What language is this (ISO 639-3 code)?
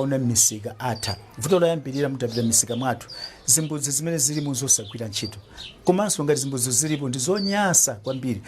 nya